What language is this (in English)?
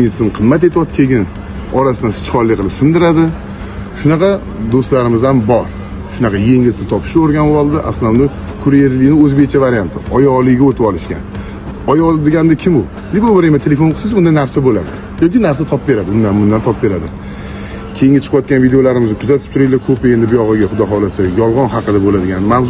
Uzbek